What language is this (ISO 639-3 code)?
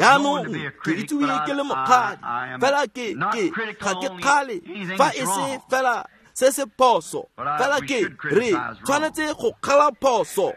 tsn